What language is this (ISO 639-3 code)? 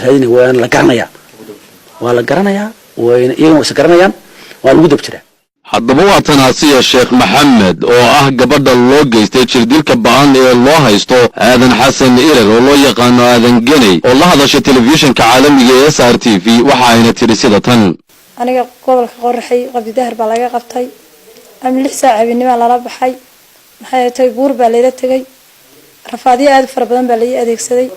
som